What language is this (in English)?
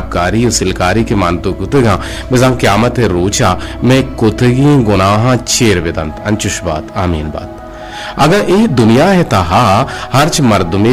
Eastern Balochi